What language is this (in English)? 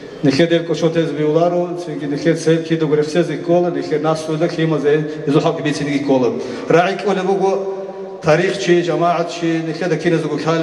Avaric